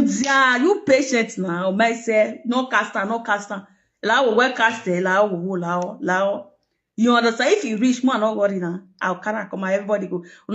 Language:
Nigerian Pidgin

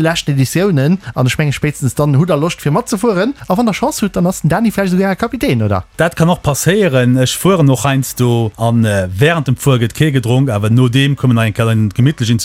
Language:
Luxembourgish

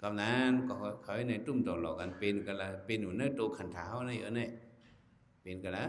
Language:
Shan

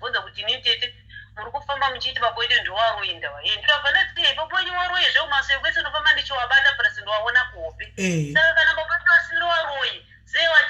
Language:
Shona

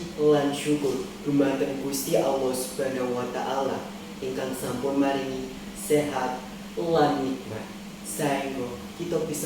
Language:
Javanese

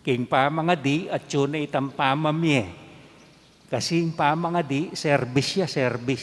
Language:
Pampanga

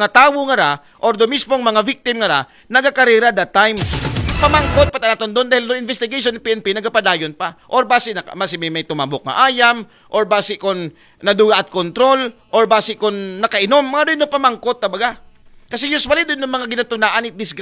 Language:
Aklanon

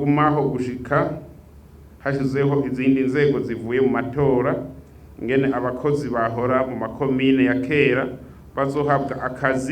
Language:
Rundi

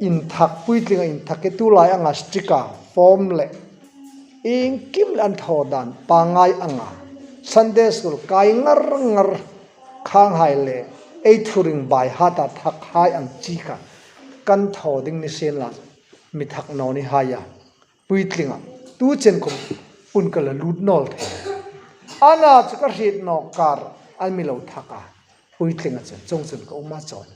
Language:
Hmar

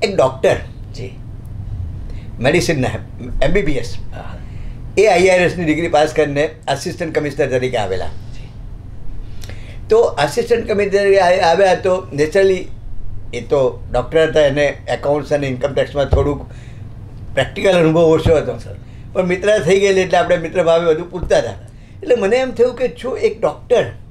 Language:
Gujarati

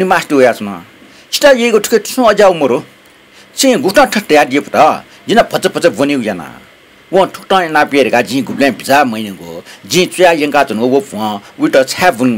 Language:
Newari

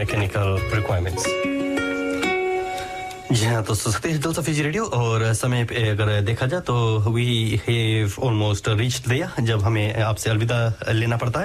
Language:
Hindi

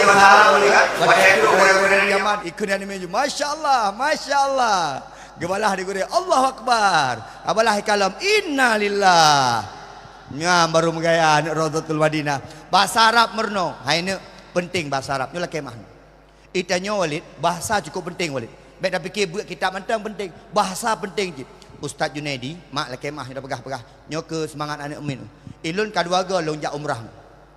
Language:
Achinese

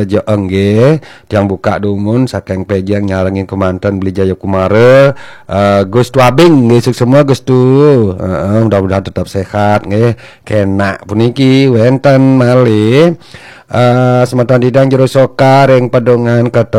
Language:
Balinese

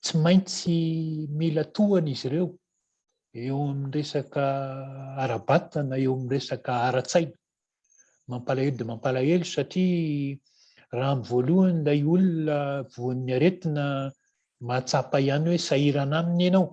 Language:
Malagasy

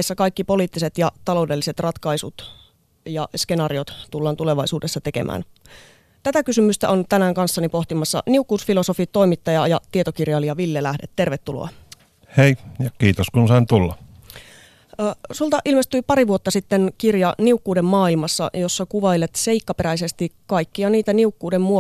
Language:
Finnish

